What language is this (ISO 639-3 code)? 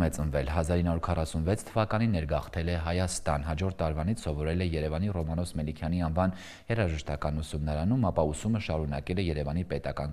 hye